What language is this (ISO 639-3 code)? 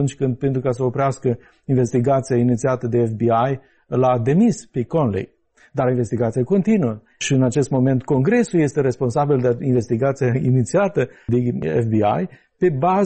ron